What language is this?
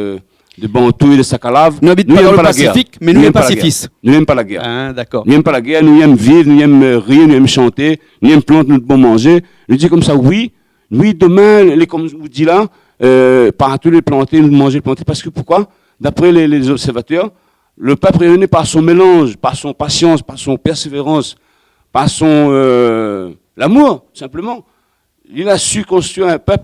Réunion Creole French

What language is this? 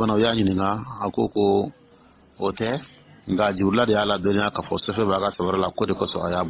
Dyula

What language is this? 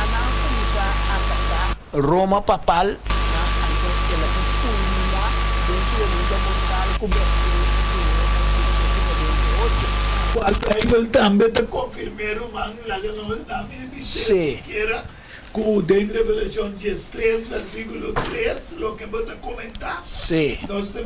Papiamento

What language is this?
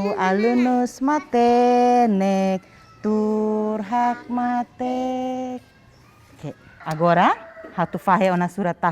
Tetum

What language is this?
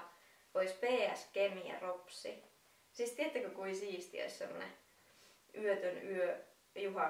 Finnish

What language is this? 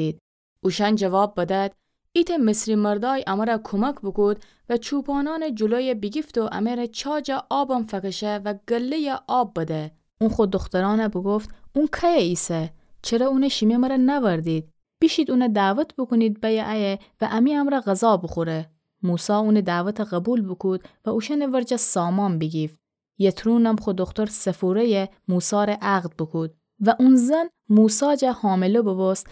Gilaki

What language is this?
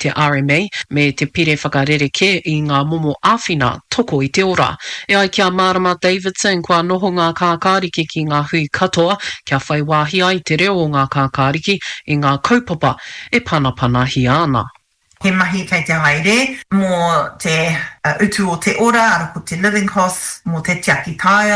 Māori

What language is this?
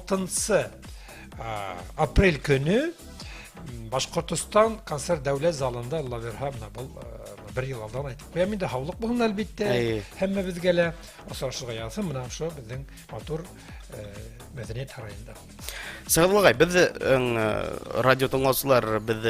Bashkir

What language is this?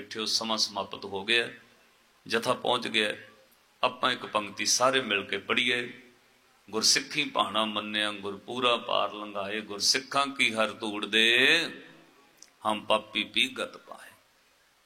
Punjabi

